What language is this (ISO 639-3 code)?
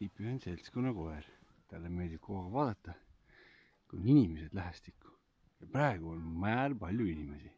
est